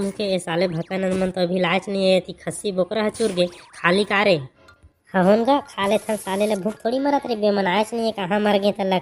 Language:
Chhattisgarhi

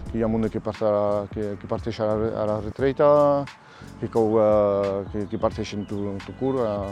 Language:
Occitan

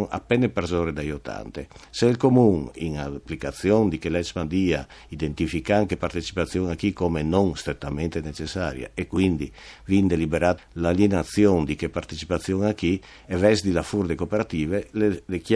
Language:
Friulian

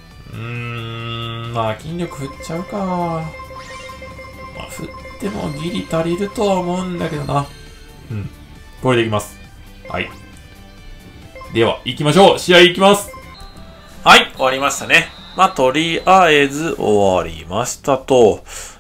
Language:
Japanese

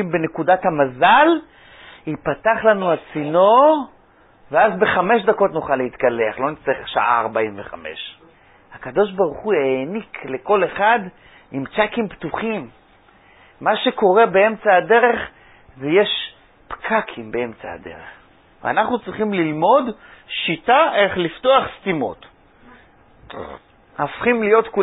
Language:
Hebrew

